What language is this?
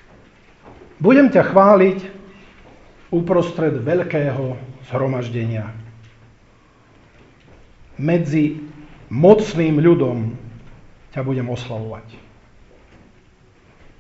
Slovak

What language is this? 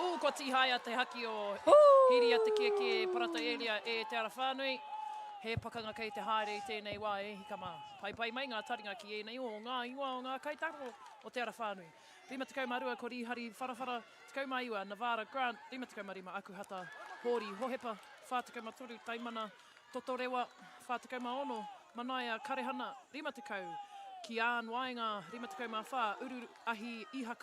Māori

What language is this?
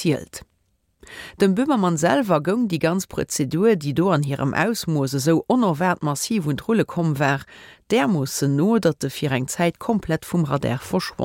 Luxembourgish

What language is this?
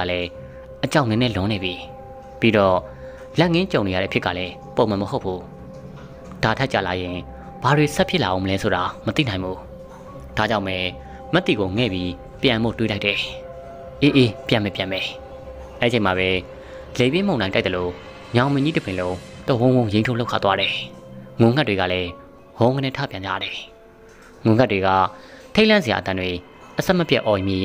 Burmese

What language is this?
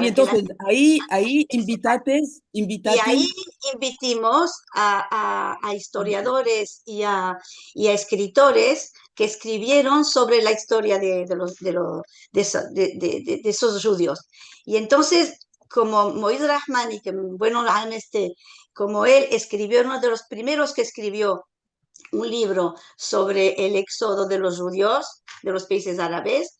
Ladino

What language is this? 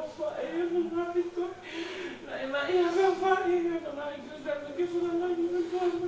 Tongan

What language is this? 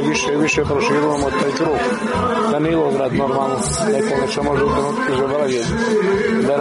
Serbian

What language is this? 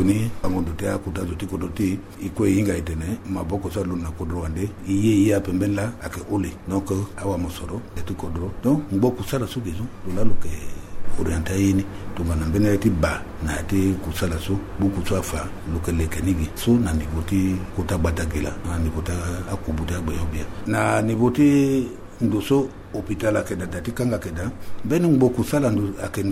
Sango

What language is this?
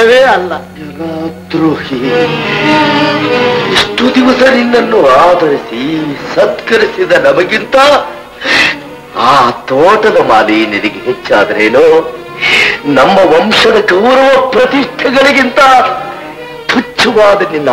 Kannada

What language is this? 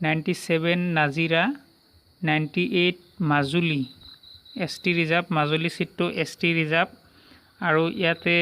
Assamese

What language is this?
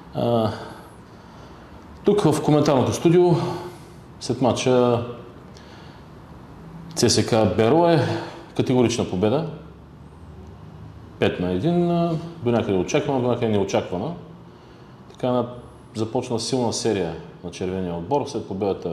Bulgarian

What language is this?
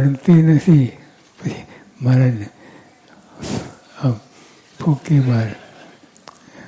Gujarati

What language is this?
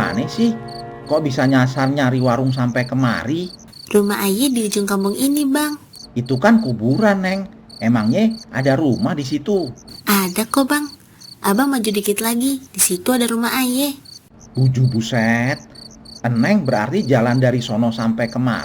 Betawi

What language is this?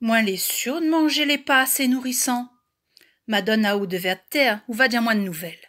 Réunion Creole French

